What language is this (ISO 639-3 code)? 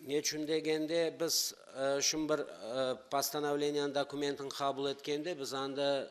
crh